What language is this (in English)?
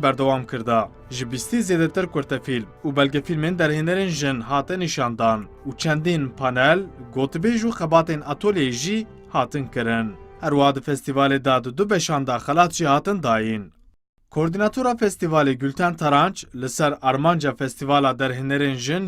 Kurdish